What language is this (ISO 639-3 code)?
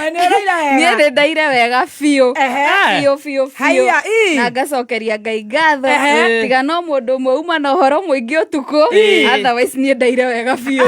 kik